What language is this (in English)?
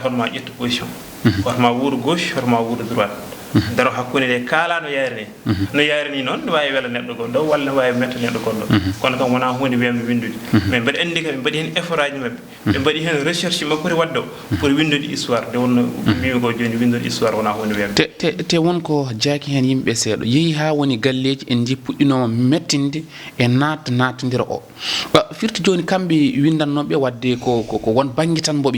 Fula